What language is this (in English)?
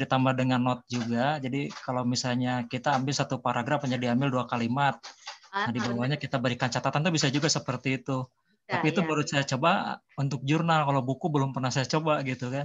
Indonesian